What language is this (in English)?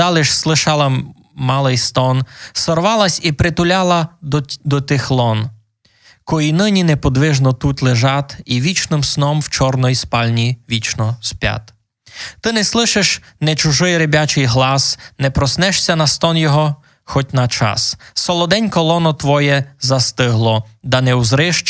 Rusyn